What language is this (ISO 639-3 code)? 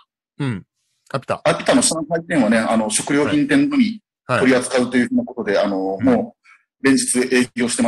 jpn